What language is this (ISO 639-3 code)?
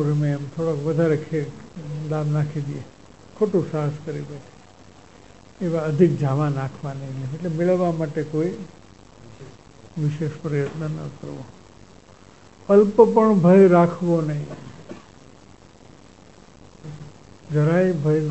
guj